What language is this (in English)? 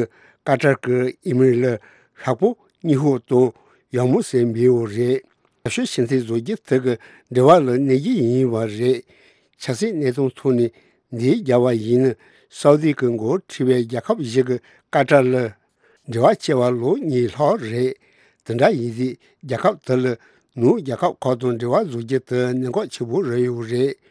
Tibetan